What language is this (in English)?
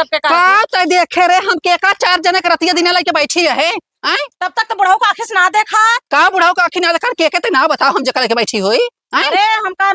Awadhi